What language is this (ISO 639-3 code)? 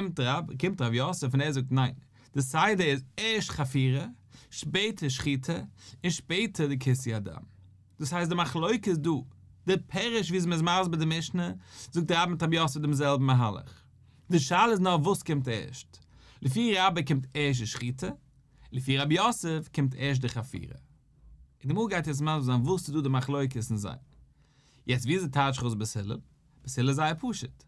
yid